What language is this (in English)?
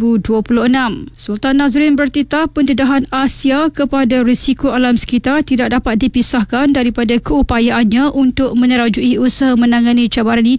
Malay